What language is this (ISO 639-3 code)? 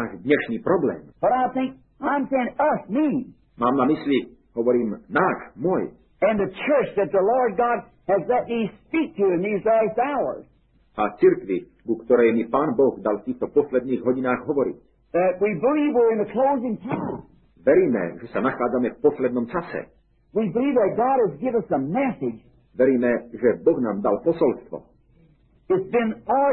slk